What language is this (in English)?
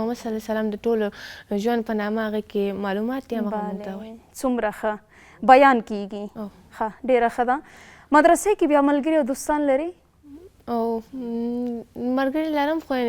Pashto